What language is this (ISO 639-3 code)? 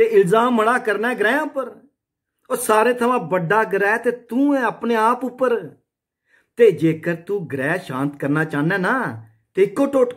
doi